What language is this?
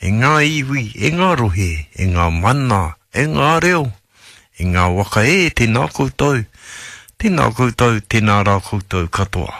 Māori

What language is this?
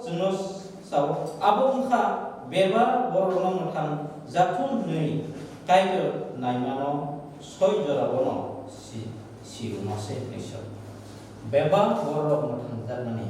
Kok Borok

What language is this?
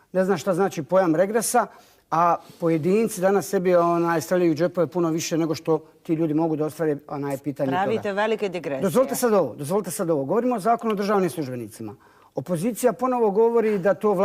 Bosnian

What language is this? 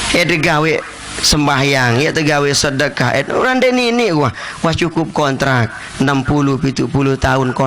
Sasak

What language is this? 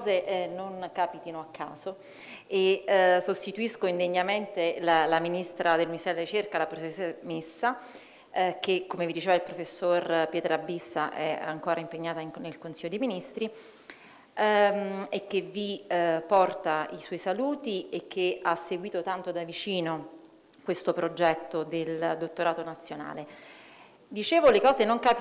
Italian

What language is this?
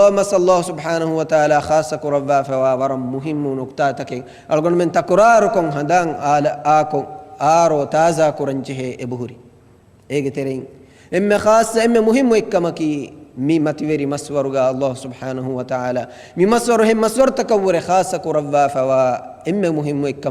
Divehi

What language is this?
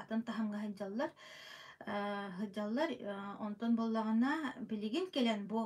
Yakut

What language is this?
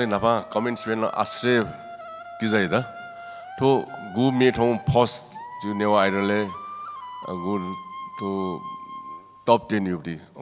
Newari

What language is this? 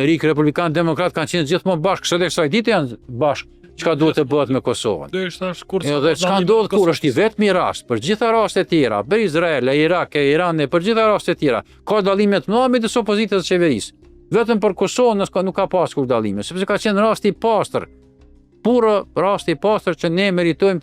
Albanian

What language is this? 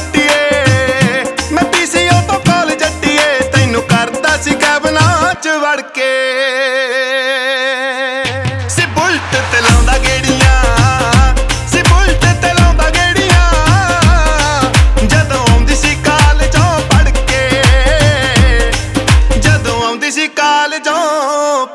Punjabi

